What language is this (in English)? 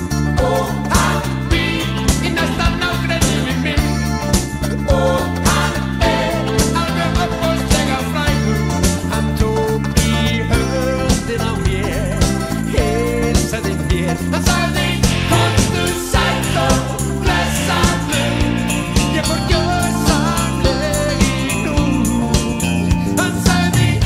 Icelandic